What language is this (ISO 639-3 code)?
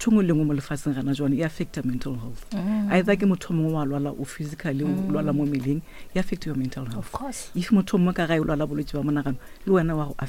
nso